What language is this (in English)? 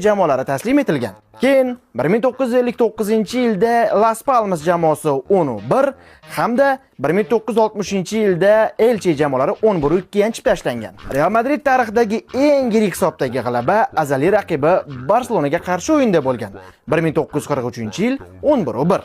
Uzbek